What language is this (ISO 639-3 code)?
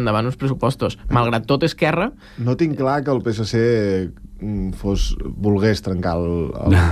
cat